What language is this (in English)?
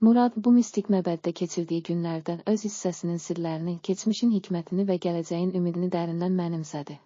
Azerbaijani